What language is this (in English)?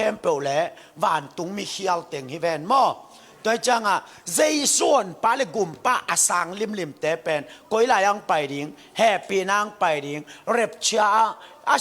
Tedim Chin